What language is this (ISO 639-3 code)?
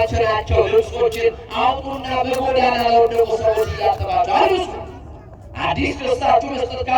amh